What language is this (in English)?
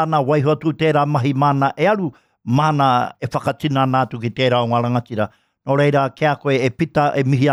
Māori